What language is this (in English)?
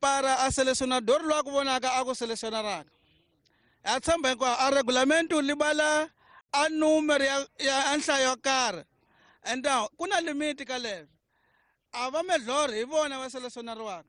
Tsonga